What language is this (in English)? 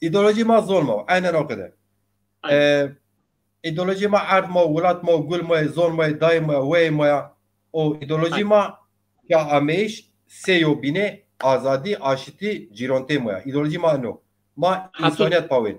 Zaza